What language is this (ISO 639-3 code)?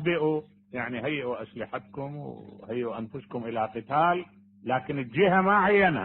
acm